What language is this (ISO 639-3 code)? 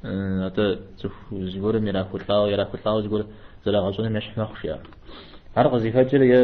kbd